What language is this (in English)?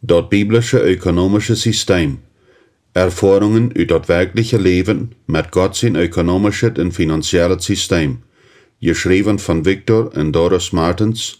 Plautdietsch